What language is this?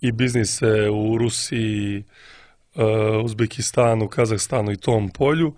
Serbian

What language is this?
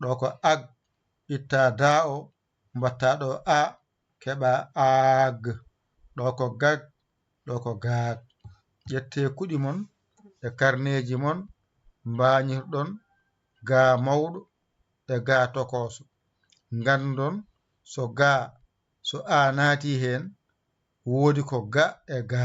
Fula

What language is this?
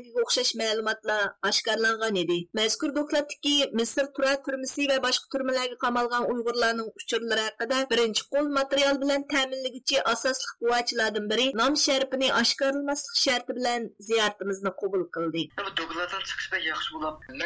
Uyghur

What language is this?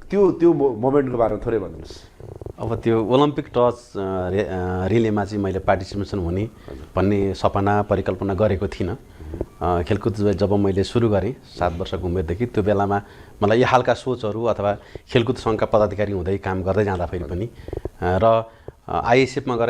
Nepali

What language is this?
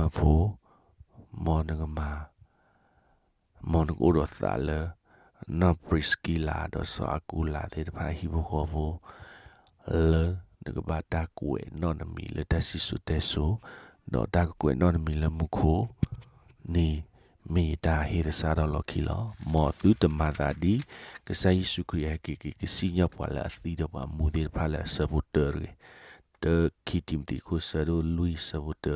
S'gaw Karen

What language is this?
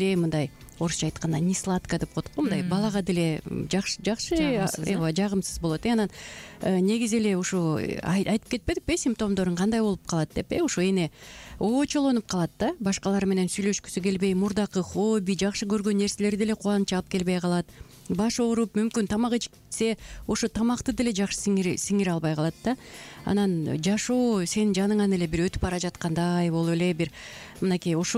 Kyrgyz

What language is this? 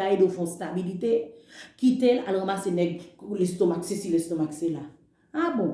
Haitian Creole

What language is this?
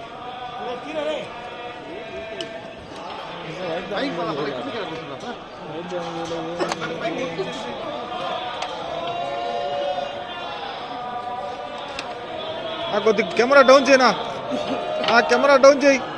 Telugu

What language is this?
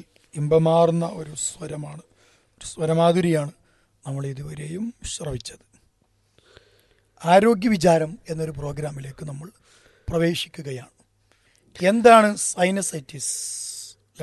Malayalam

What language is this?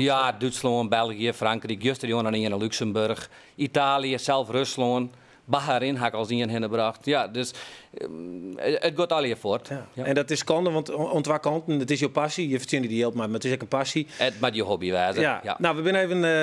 Western Frisian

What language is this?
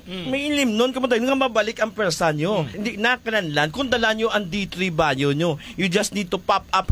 Hiligaynon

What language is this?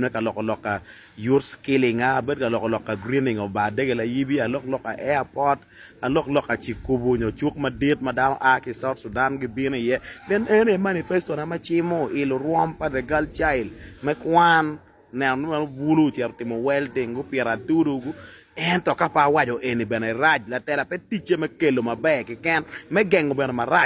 Acoli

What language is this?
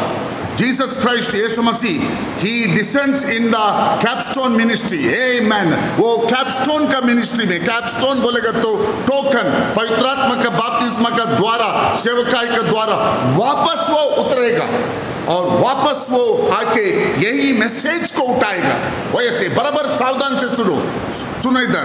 Hindi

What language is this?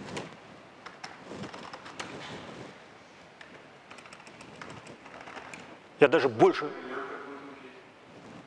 Russian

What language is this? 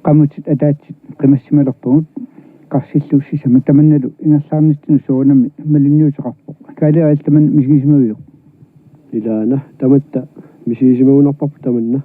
Kalaallisut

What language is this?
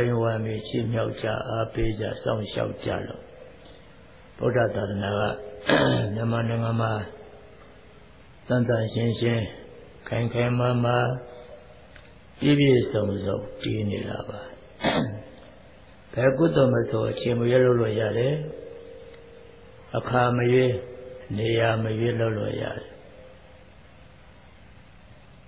Burmese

